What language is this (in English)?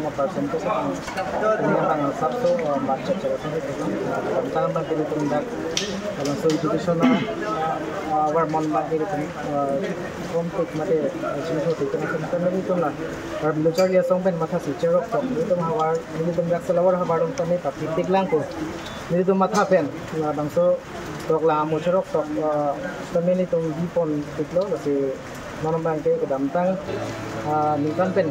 Karbi